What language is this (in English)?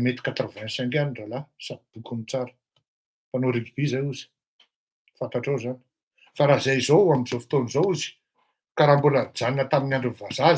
Malagasy